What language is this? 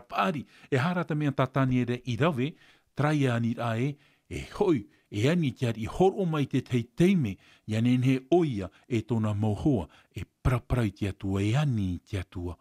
Tahitian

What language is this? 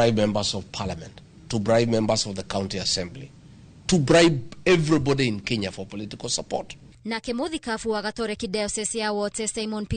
Kikuyu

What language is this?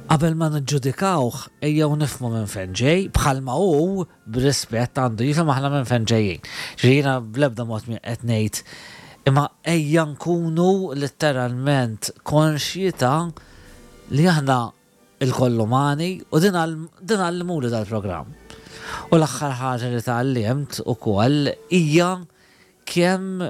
Maltese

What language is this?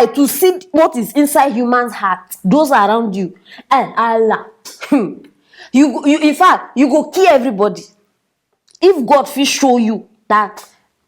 Nigerian Pidgin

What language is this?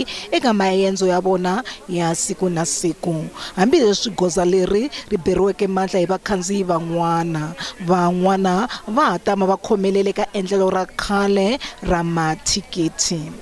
Tsonga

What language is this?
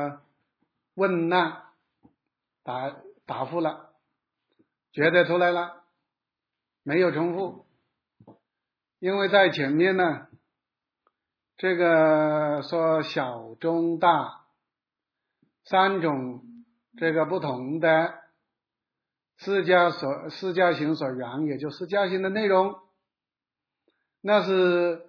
Chinese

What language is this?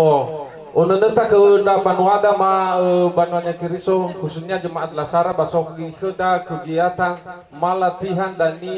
Nias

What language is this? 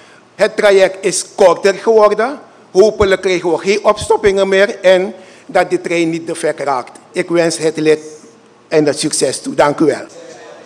Dutch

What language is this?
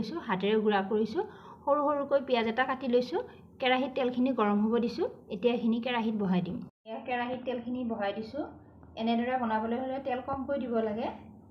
Assamese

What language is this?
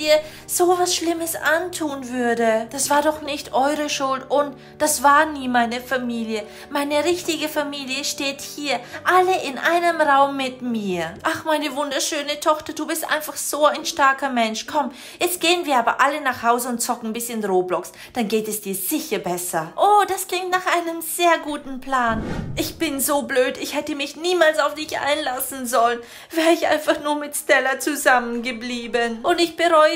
German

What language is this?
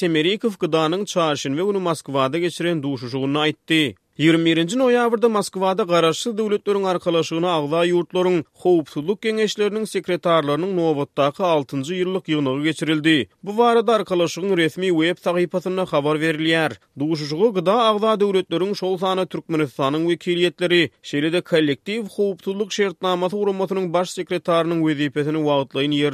Turkmen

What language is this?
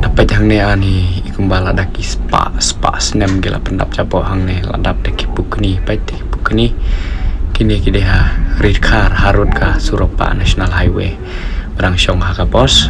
Khasi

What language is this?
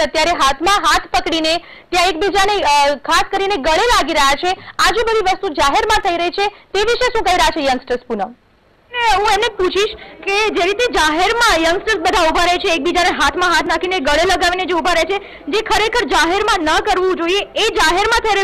Gujarati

